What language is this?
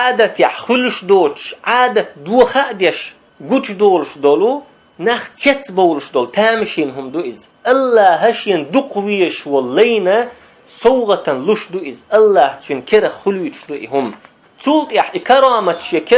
Chechen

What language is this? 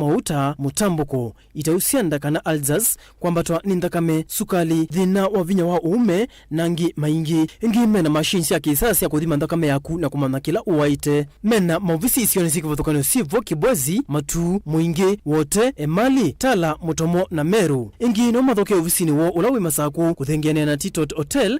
Kamba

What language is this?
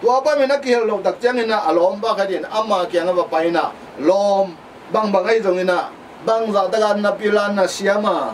Tedim Chin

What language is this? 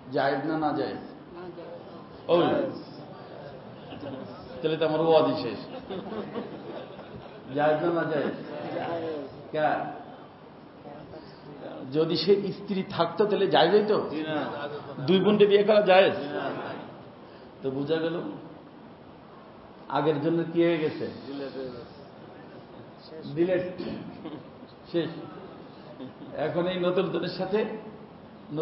Bangla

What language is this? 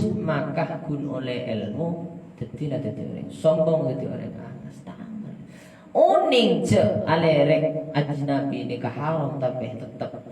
Madurese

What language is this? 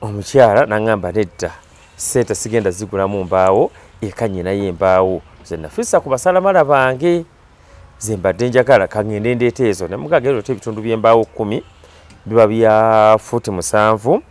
Ganda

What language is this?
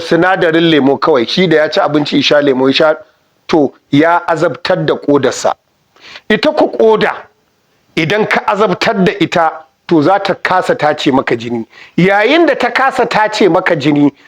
Hausa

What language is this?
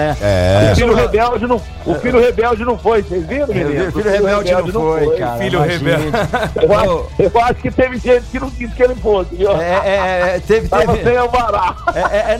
Portuguese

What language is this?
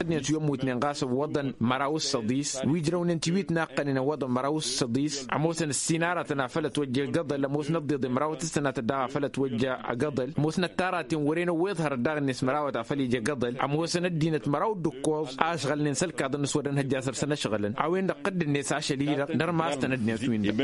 Tamasheq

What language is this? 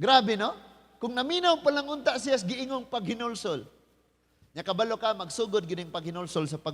Cebuano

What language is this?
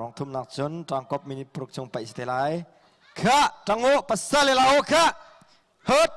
Hakha Chin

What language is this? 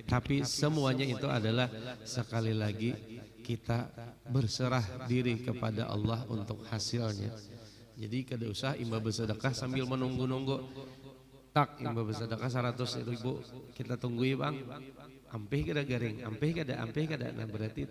Banjar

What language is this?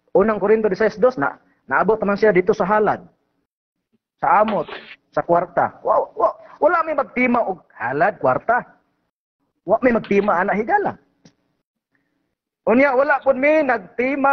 Cebuano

